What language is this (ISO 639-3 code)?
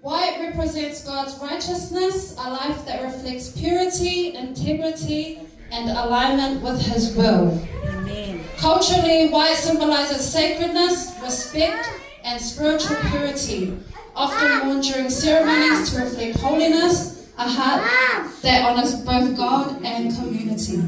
smo